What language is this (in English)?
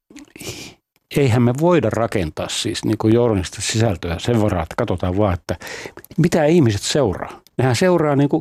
Finnish